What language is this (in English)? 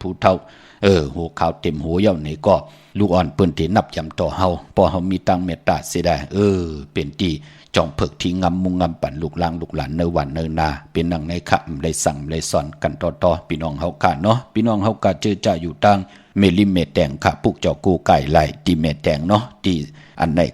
Shan